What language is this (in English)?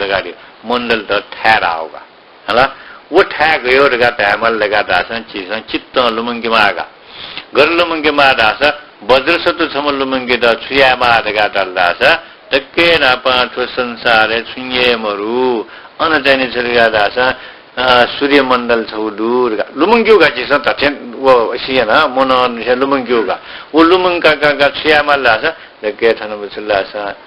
Newari